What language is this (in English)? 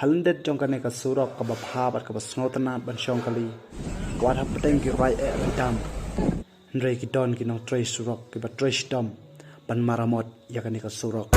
Khasi